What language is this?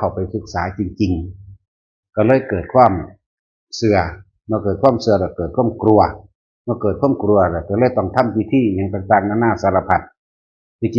Northeastern Thai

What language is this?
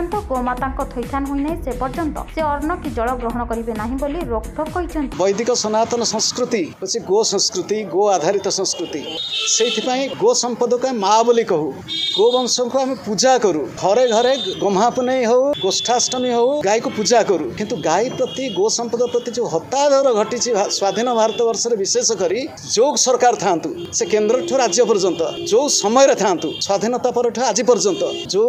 Odia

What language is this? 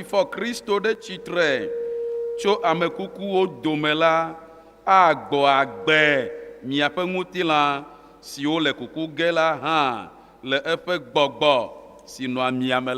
Ewe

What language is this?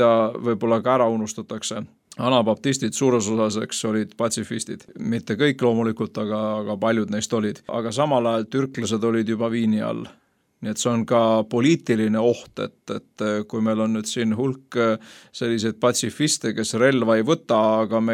Estonian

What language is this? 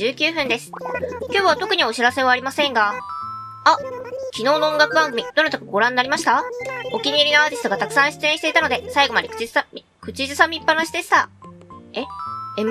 Japanese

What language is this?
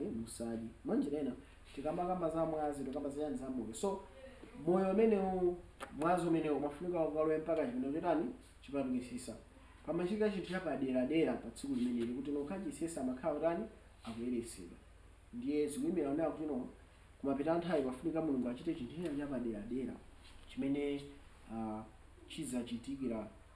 Nyanja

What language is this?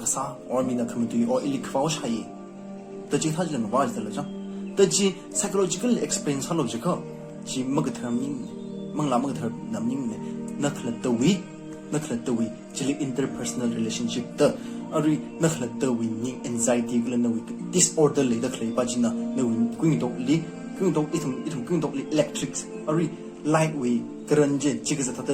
Tangkhul Naga (India)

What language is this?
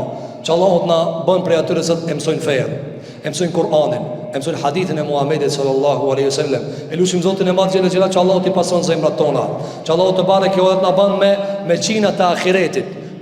Albanian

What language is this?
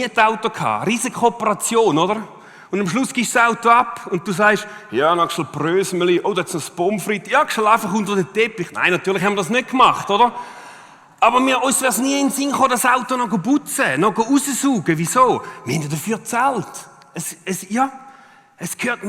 Swiss German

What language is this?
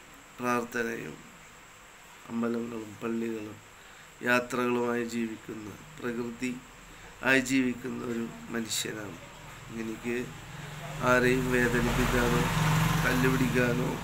Malayalam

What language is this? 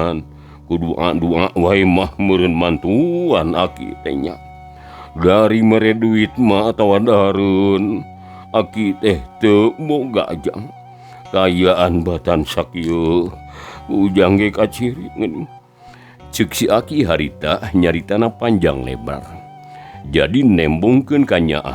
Sundanese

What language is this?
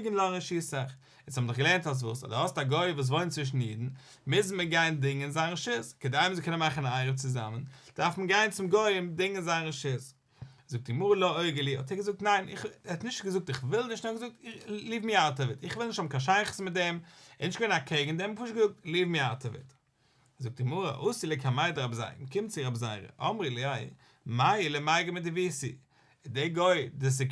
Yiddish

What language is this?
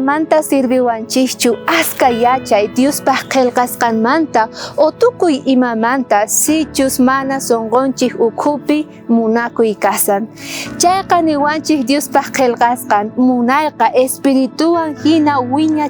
South Bolivian Quechua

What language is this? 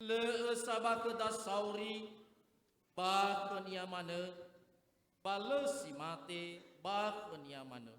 Nias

